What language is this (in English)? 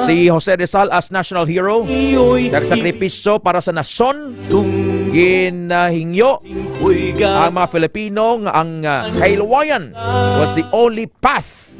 Hiligaynon